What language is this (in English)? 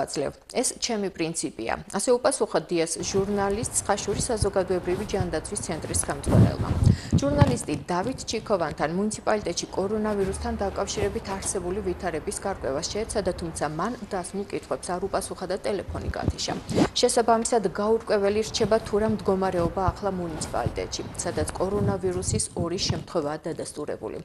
Georgian